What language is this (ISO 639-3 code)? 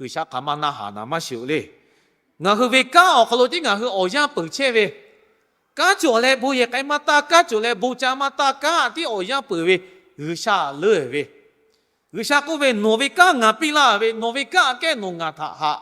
lhu